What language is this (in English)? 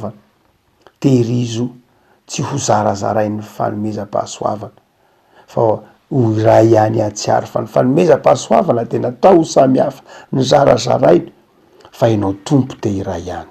Malagasy